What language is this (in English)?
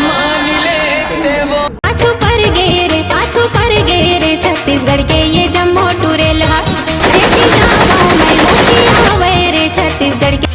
Chhattisgarhi